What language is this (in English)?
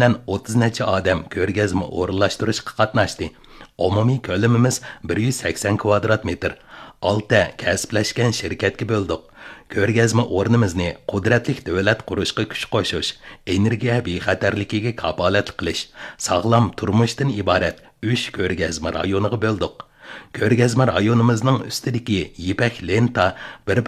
Uyghur